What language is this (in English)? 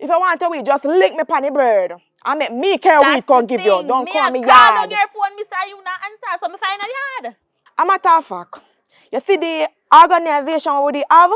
Jamaican Creole English